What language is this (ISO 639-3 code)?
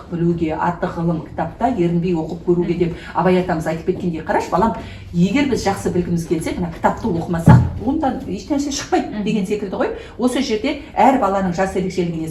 kaz